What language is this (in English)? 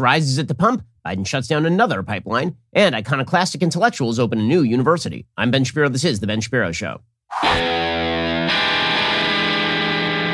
English